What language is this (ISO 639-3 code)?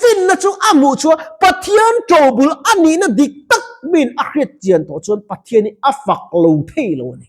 lus